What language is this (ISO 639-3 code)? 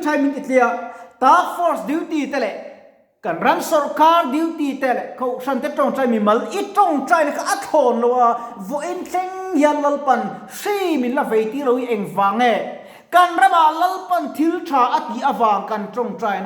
lus